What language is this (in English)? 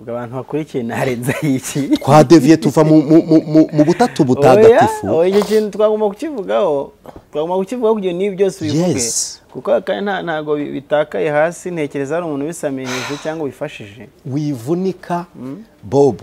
Kinyarwanda